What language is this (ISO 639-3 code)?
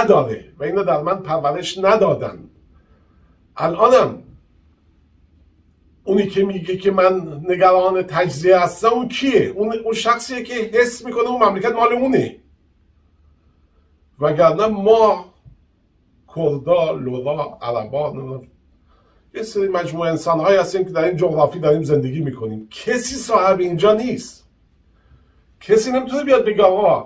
fas